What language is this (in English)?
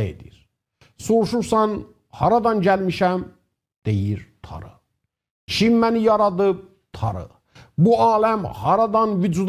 South Azerbaijani